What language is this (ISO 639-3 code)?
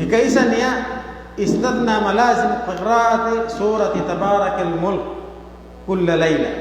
tsg